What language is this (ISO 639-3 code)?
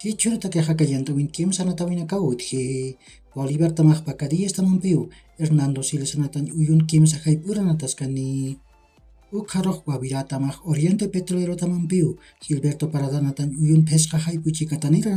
aym